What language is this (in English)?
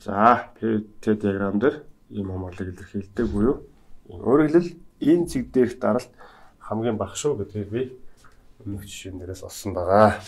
Mongolian